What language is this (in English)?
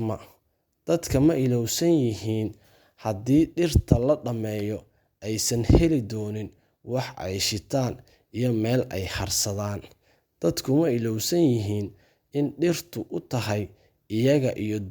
Somali